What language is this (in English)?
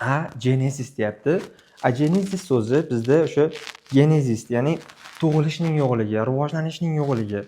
Uzbek